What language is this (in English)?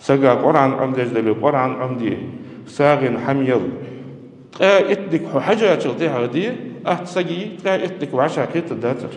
Ingush